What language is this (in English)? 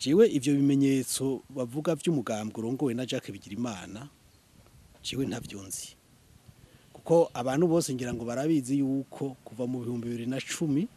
Rundi